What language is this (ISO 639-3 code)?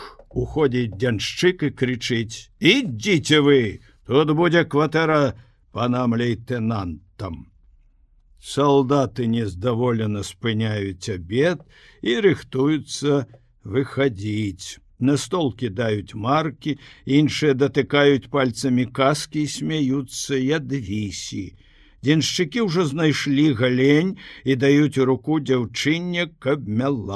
bel